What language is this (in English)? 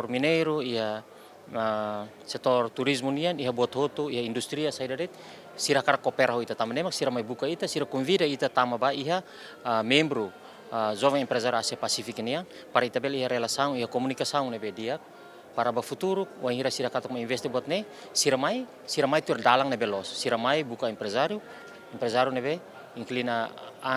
Tetum